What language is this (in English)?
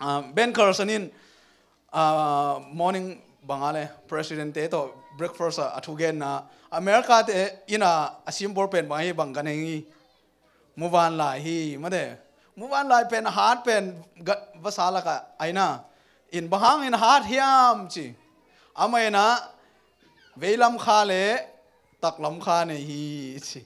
Tedim Chin